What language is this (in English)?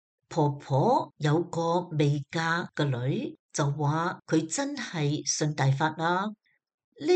Cantonese